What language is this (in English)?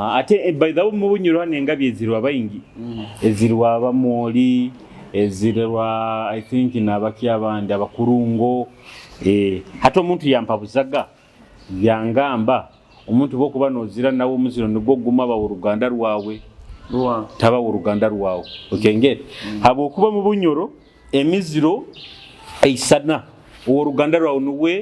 Nyoro